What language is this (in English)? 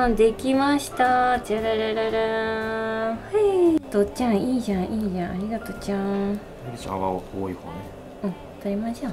Japanese